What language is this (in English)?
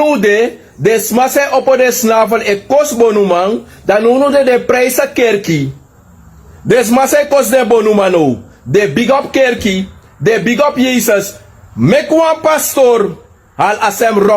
Sranan Tongo